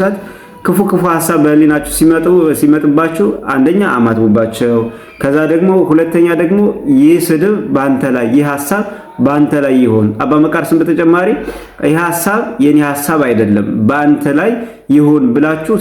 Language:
Amharic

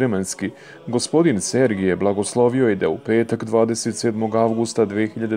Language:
Serbian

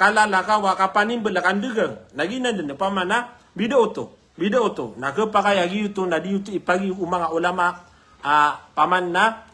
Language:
Maranao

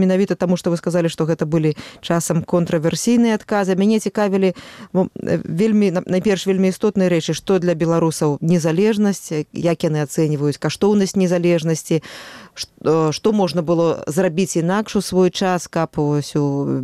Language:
Belarusian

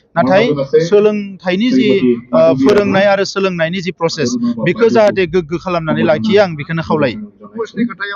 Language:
Bodo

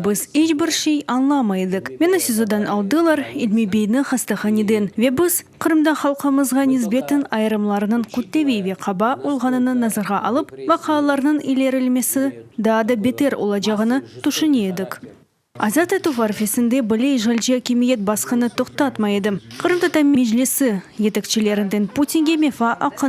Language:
Crimean Tatar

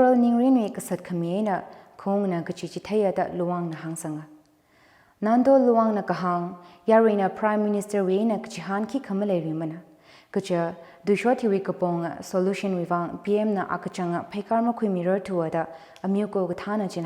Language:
Tangkhul Naga (India)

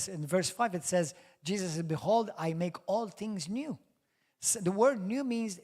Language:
English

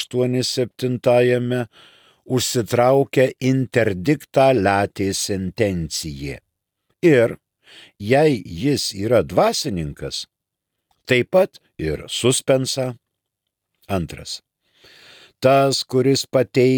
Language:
Lithuanian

